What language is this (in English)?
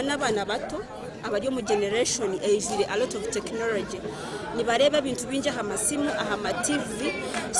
Nyankole